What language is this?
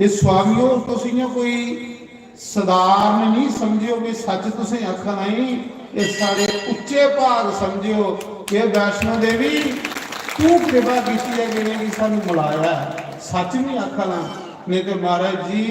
Dogri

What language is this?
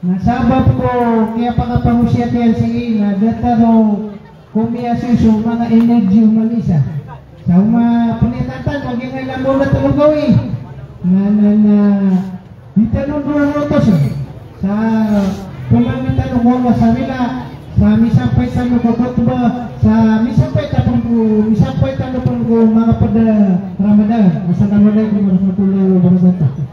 Maranao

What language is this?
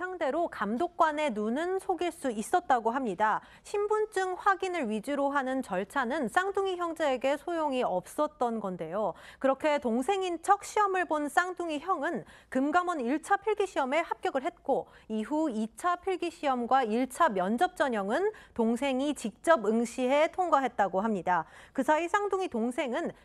Korean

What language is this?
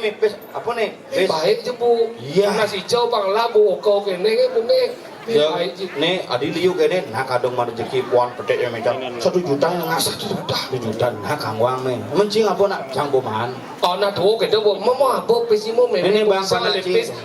Balinese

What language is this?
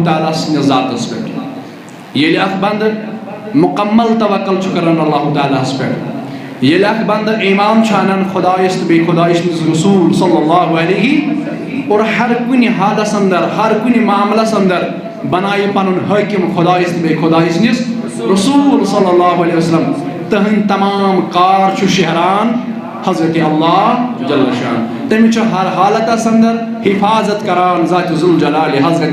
Kashmiri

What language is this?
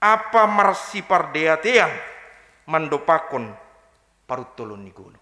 Batak Simalungun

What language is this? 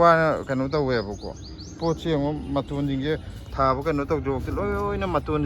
Manipuri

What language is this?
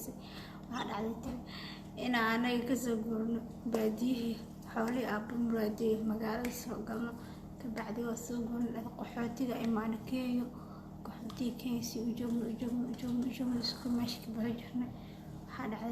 Somali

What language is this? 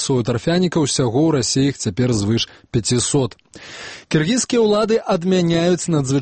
Belarusian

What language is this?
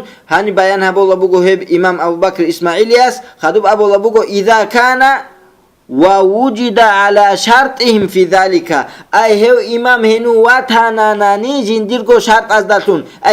Avaric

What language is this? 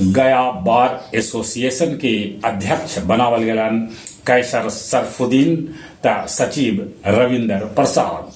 Magahi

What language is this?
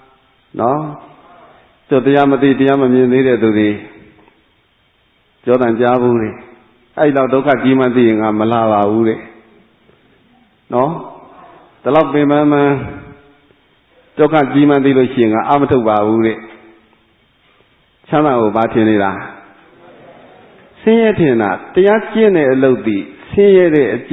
Burmese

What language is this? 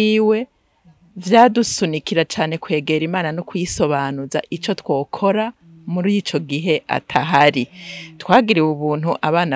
Rundi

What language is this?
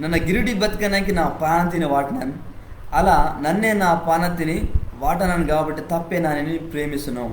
Koya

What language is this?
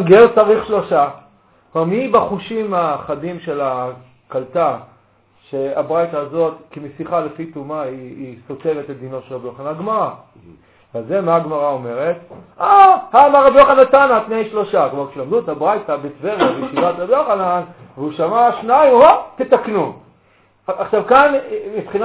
Hebrew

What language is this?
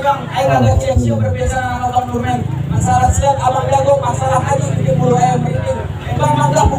Betawi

